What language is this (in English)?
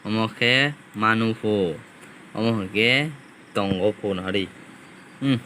Kok Borok